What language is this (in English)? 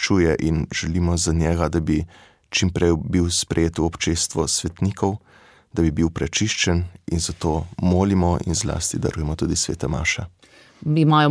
Slovenian